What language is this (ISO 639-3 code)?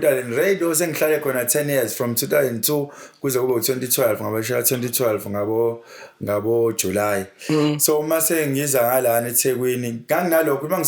zul